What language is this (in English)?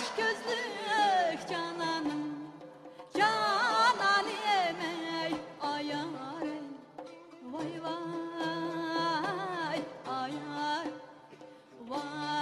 Turkish